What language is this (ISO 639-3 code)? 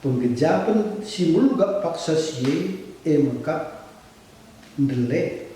btx